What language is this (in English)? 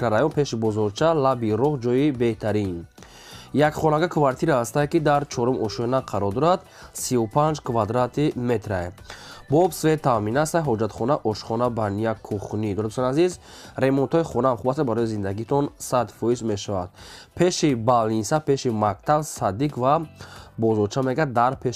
Tajik